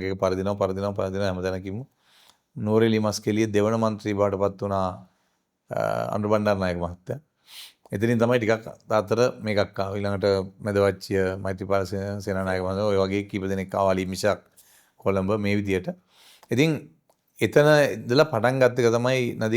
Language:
Sinhala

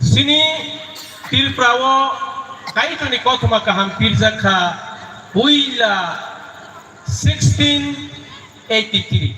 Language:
Kok Borok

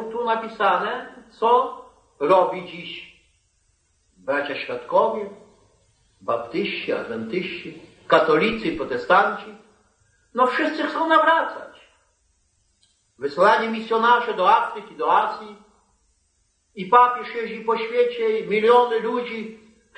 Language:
Polish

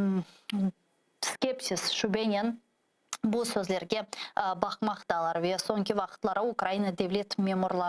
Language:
Crimean Tatar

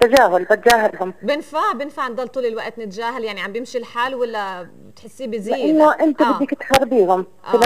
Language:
North Levantine Arabic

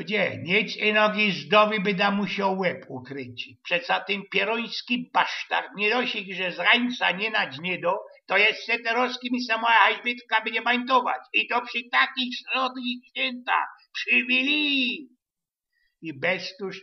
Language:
Silesian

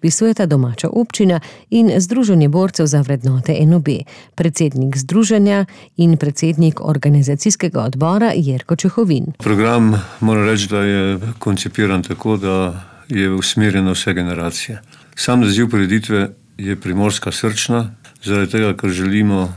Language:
Slovenian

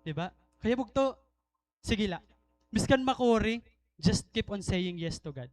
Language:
Waray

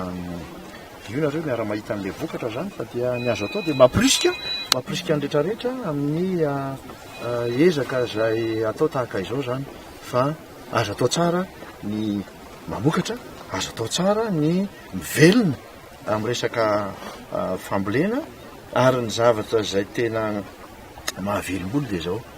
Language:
Malagasy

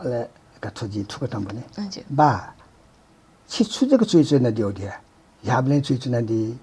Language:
Newari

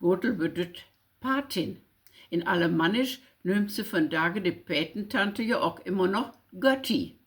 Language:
Low German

